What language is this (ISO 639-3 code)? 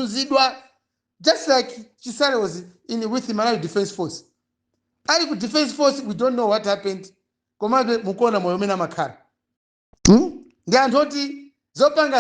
nya